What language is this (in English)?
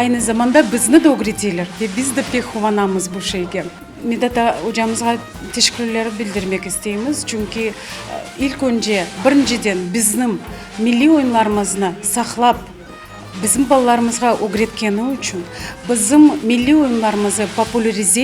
Crimean Tatar